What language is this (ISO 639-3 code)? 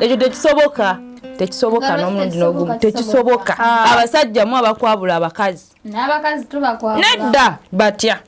lug